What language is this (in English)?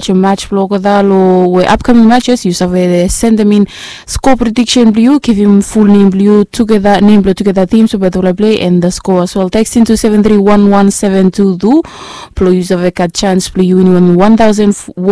Bislama